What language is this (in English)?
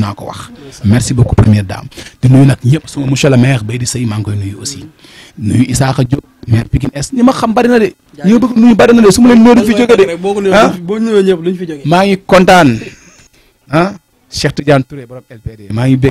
Wolof